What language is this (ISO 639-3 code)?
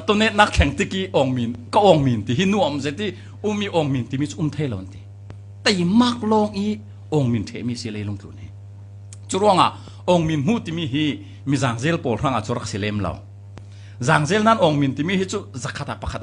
cfm